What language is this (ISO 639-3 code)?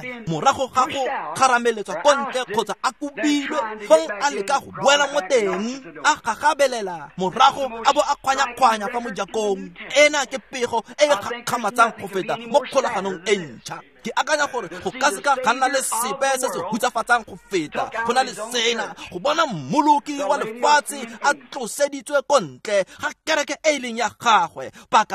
tsn